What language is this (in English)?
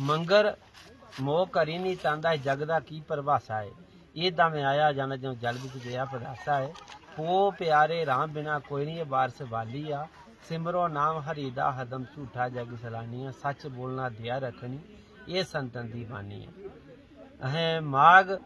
Dogri